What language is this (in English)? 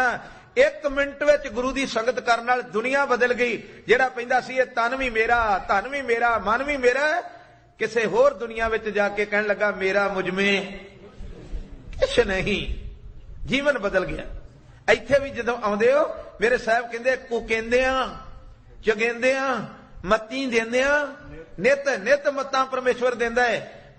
Punjabi